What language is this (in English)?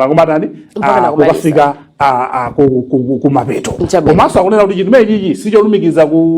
Nyanja